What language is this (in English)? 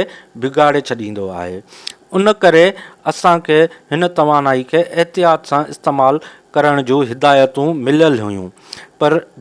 Sindhi